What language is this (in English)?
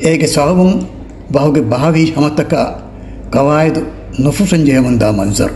Divehi